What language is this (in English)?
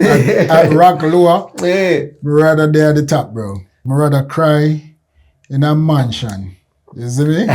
Jamaican Creole English